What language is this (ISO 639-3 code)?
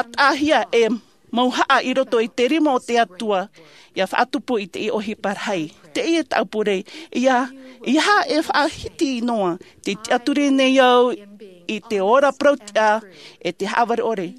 tah